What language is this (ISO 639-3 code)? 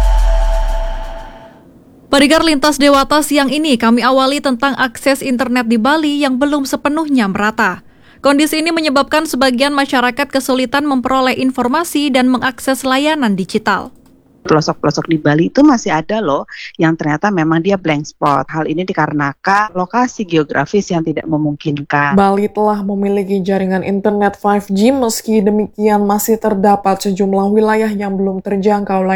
ind